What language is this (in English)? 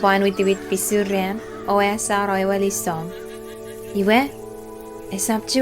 Chuukese